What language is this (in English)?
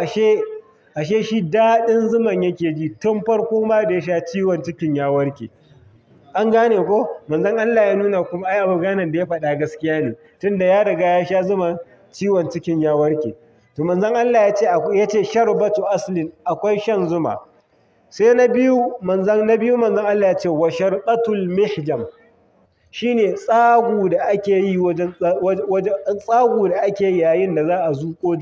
Hausa